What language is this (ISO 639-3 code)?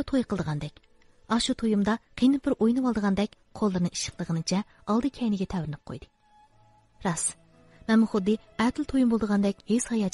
uig